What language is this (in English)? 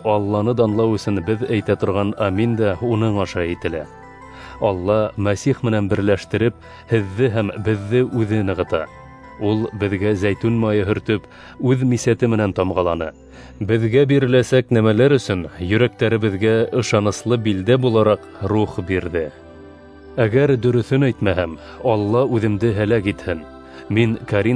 Bashkir